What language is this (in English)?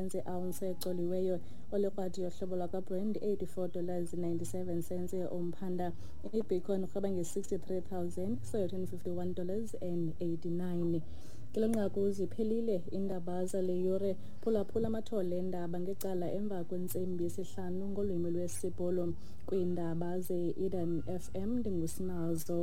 Xhosa